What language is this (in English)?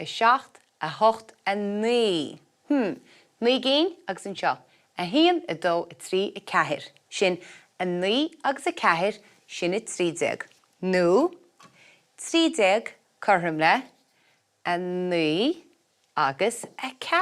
Irish